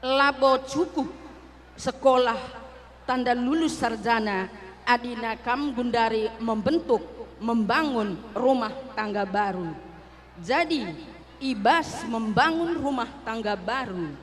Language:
Batak Karo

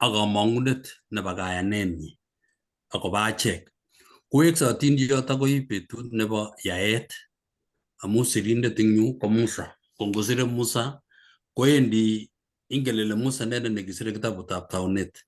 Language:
Kalenjin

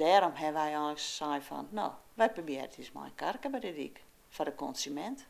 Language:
Western Frisian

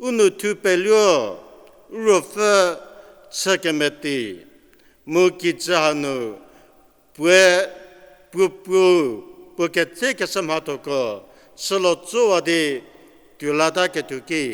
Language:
Angami Naga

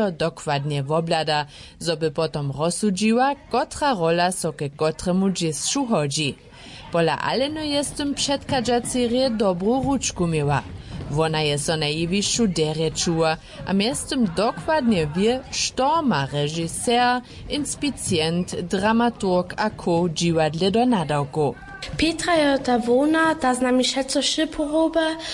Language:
Upper Sorbian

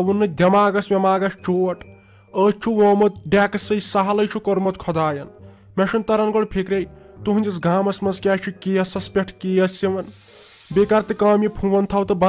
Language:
Kashmiri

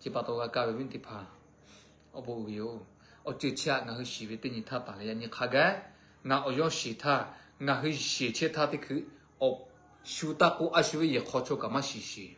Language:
Lahu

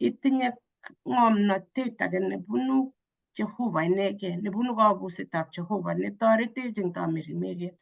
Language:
Kalenjin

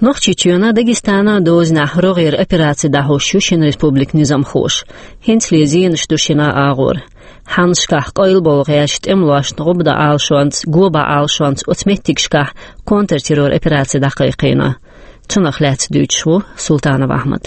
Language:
Chechen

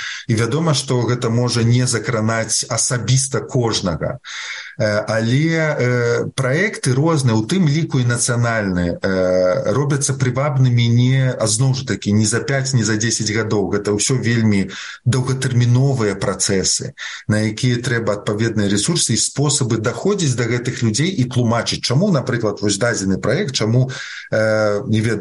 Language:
Belarusian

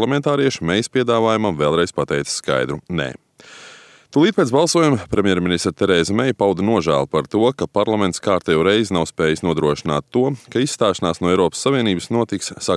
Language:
Latvian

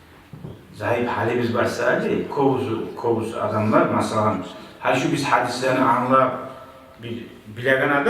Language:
Kumyk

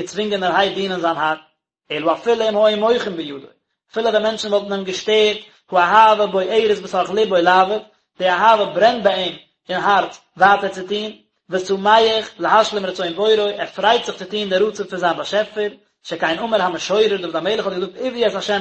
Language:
Yiddish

